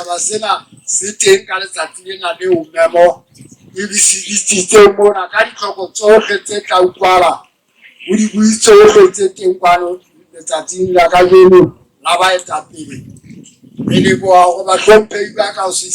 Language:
Southern Sotho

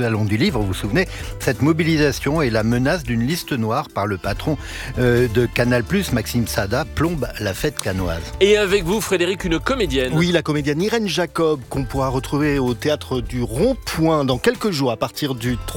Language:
French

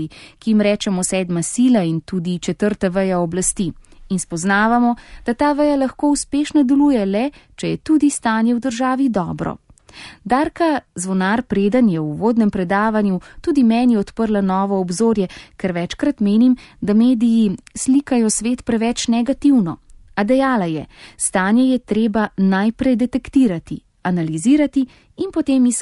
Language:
Slovenian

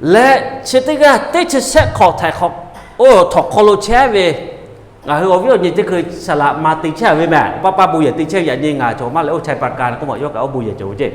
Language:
Lahu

